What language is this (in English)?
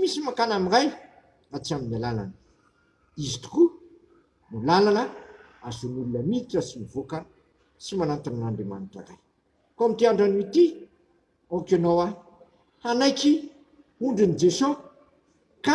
Malagasy